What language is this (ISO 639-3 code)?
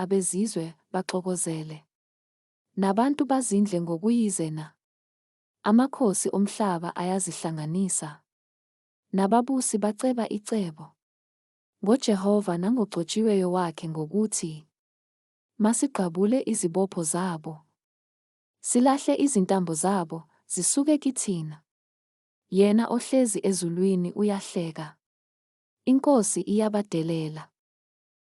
zul